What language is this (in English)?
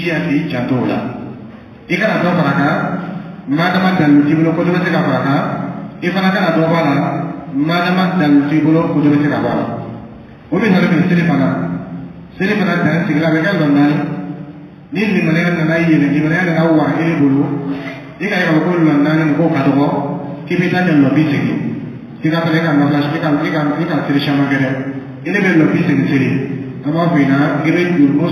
Dyula